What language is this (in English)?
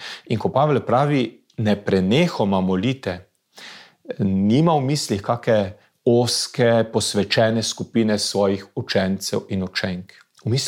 Slovenian